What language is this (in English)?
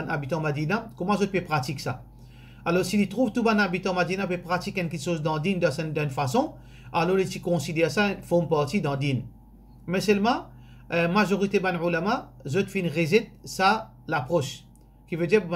Morisyen